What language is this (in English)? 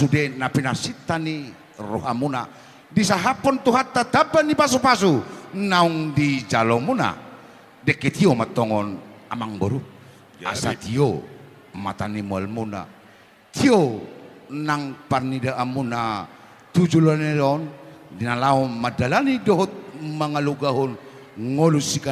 Batak Toba